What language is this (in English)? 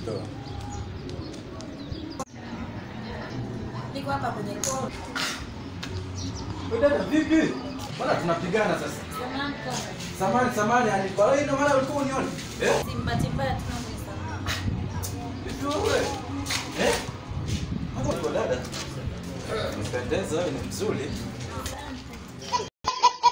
Swahili